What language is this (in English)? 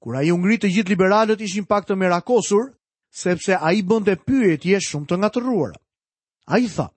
Albanian